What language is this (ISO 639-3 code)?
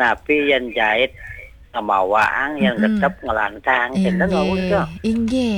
ban